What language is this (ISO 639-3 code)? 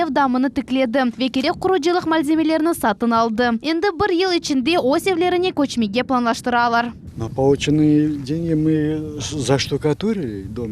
crh